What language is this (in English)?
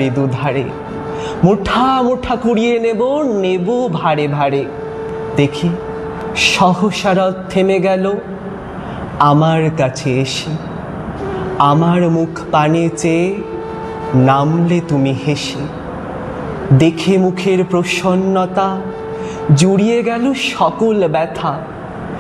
Bangla